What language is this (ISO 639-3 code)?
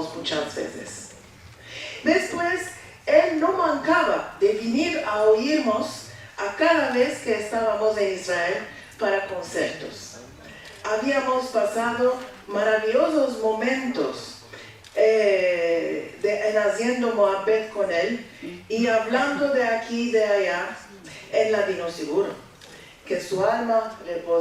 lad